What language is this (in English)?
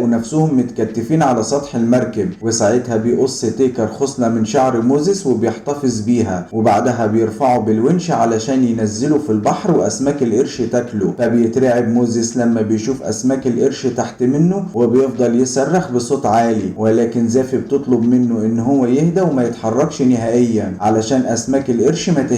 Egyptian Arabic